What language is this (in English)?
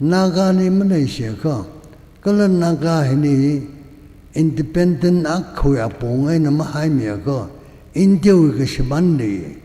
Tangkhul Naga (India)